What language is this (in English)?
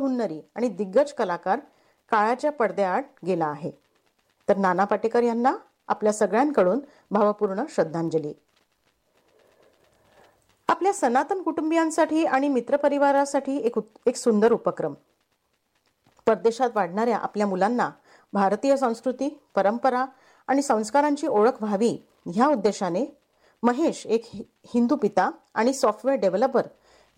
Marathi